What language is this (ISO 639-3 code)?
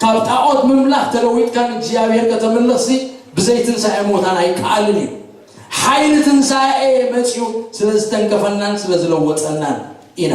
tir